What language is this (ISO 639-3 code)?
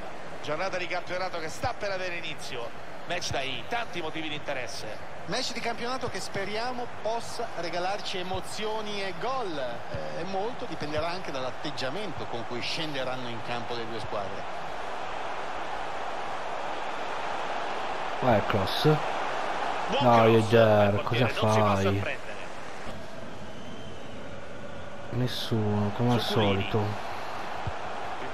ita